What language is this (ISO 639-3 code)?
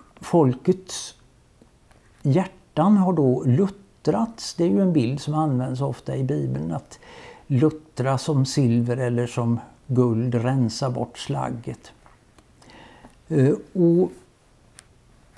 swe